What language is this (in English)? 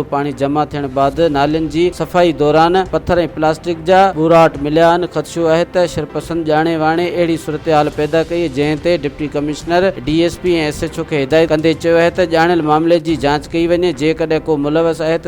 Sindhi